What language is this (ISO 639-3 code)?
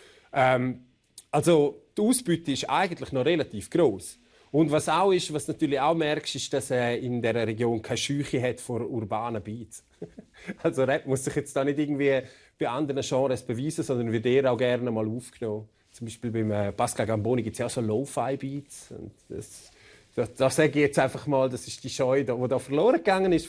roh